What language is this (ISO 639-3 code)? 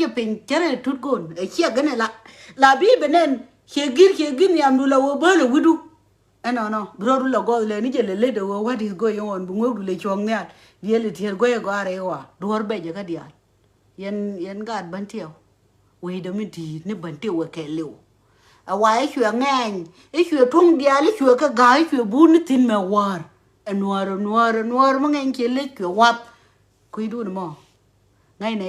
nus